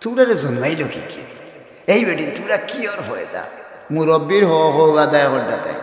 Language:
Sylheti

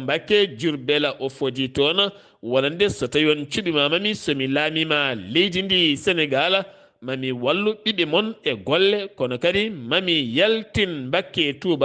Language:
Fula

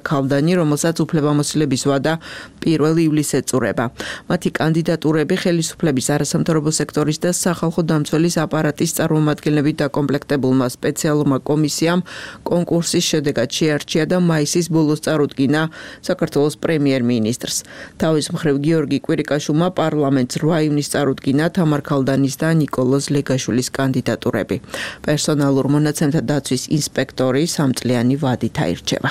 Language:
Georgian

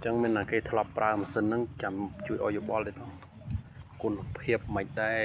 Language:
Khmer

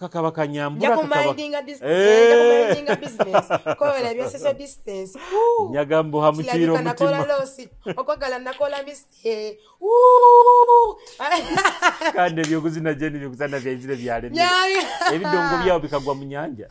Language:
Nyoro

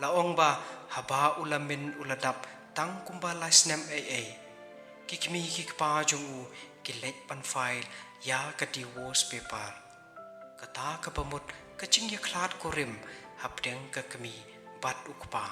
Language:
Khasi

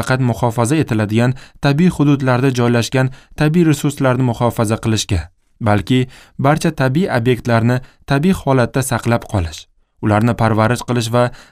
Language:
Uzbek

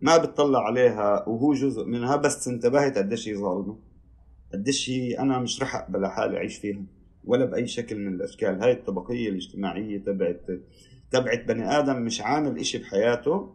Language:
North Levantine Arabic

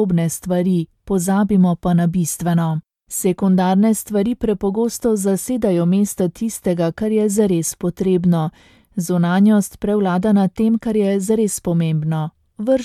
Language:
Slovenian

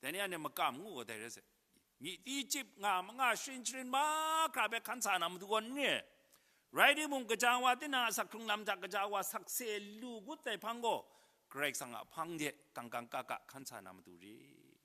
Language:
Kachin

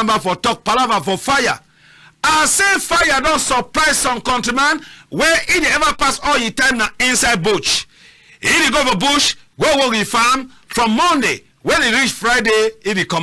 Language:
Cameroon Pidgin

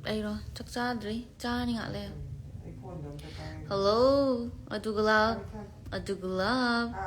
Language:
Manipuri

